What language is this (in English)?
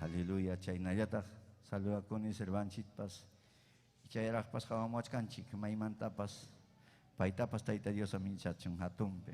Ayacucho Quechua